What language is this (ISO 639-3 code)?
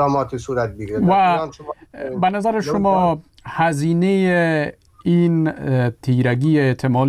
fas